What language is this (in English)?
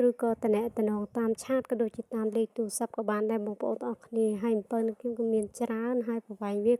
Khmer